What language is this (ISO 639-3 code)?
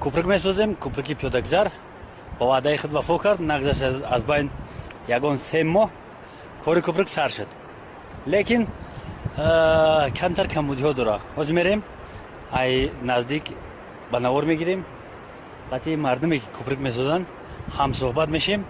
tgk